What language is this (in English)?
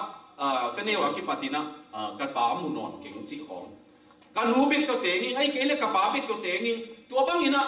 Tedim Chin